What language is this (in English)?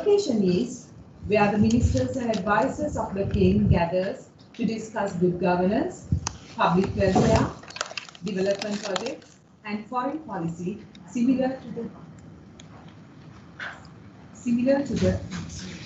English